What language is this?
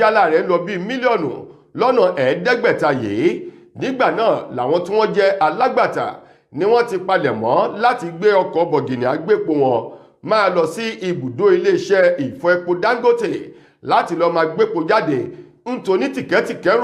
Yoruba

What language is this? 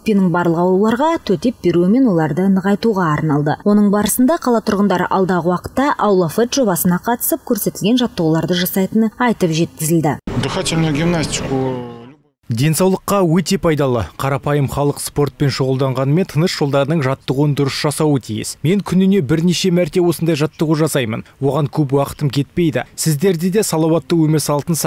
Kazakh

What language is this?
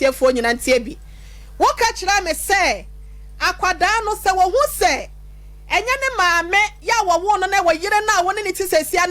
Akan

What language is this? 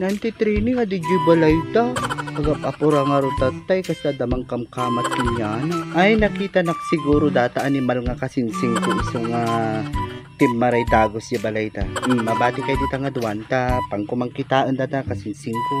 Iloko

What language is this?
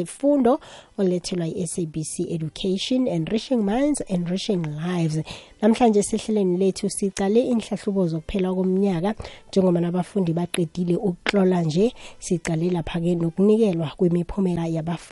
South Ndebele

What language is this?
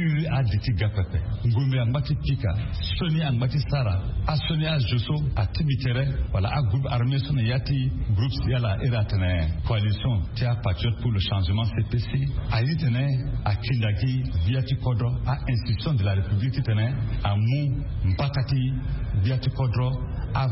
Sango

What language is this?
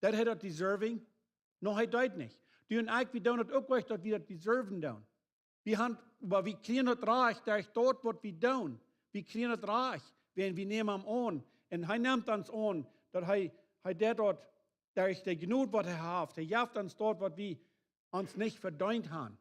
Plautdietsch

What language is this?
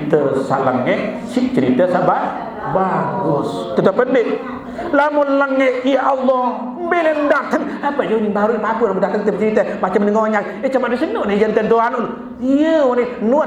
Sasak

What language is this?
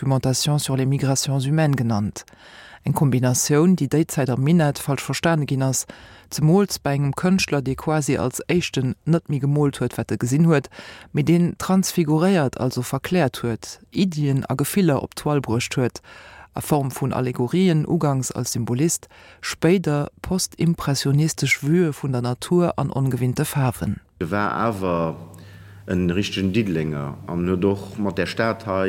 Luxembourgish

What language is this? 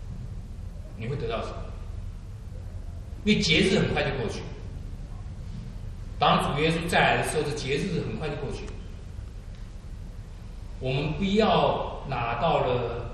Chinese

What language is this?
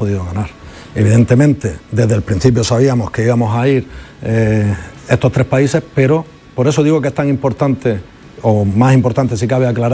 Spanish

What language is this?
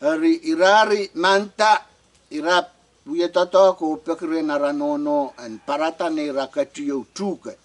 Pohnpeian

